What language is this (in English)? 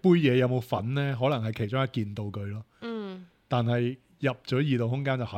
Cantonese